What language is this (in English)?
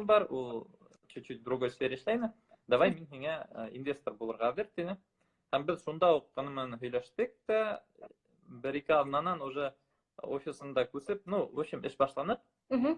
Bashkir